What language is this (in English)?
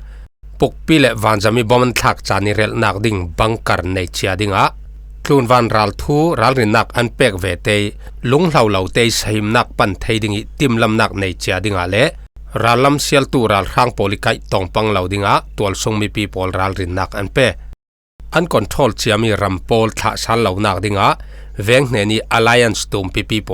Falam Chin